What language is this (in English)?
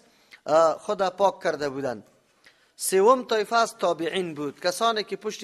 Persian